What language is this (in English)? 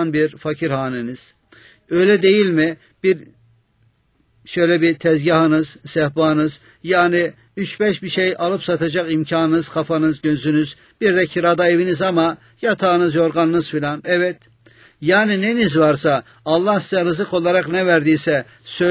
Turkish